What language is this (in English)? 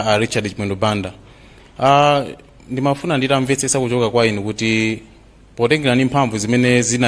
Nyanja